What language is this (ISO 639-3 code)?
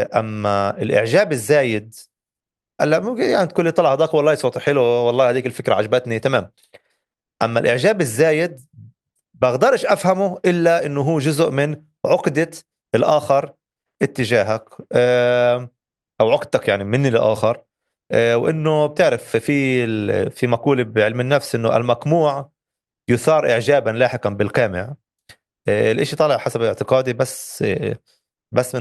apc